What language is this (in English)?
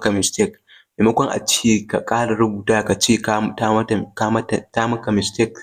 Hausa